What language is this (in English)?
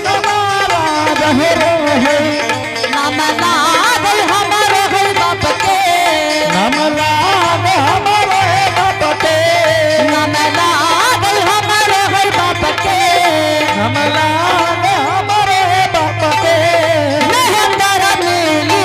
Angika